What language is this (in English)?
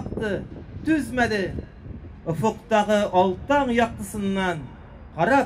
Tatar